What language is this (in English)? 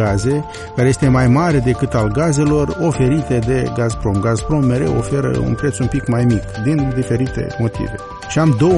Romanian